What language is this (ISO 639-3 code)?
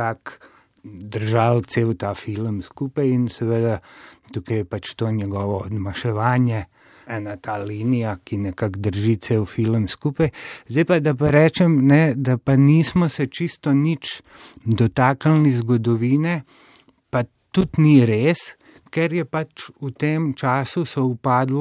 slv